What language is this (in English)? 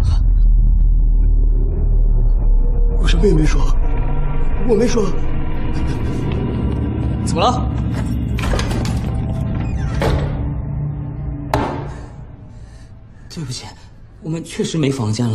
Chinese